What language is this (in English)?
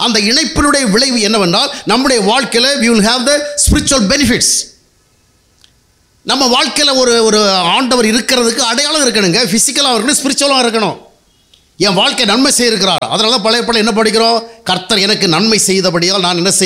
Tamil